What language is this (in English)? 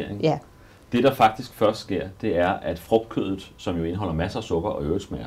Danish